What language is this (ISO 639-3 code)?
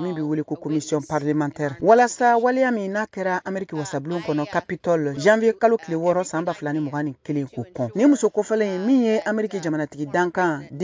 bam